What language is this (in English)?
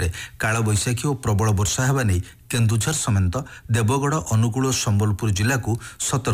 Odia